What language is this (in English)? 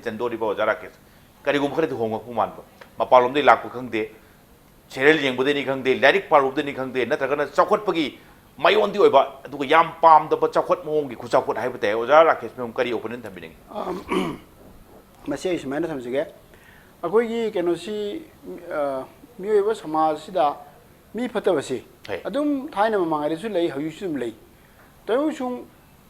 Manipuri